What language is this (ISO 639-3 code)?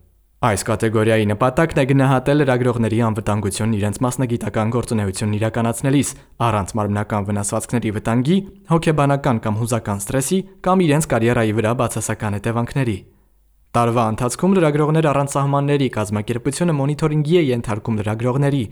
hye